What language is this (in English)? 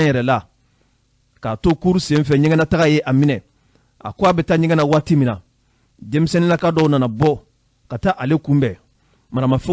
Bambara